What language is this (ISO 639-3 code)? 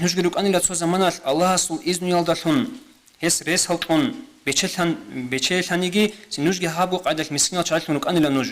ava